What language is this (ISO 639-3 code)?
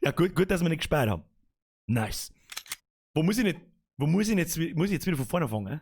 bar